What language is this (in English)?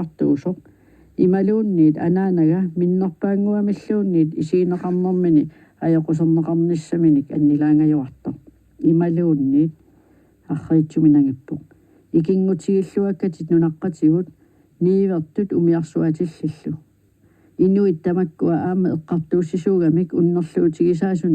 Kalaallisut